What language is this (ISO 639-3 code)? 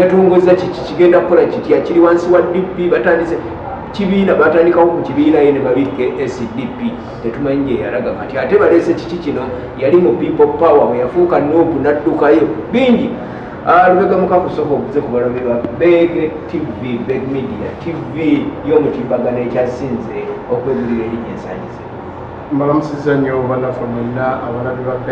lug